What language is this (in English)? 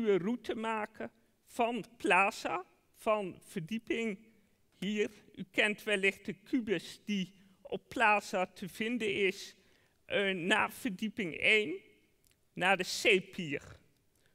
Dutch